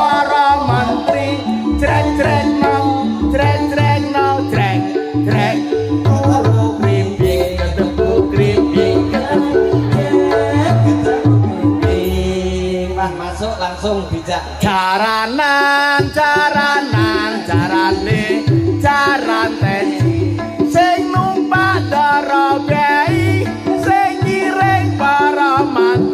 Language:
Javanese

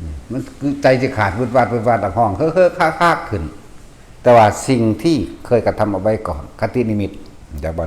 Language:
Northeastern Thai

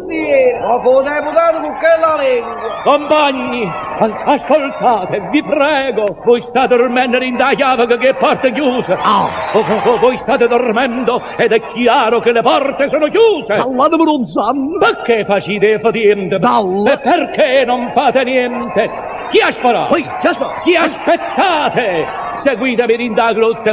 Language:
Neapolitan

